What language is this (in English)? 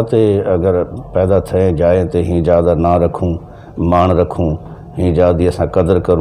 Saraiki